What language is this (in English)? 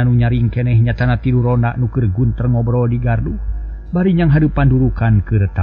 Sundanese